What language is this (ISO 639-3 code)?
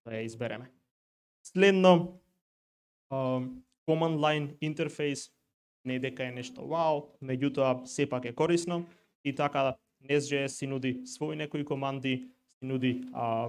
mkd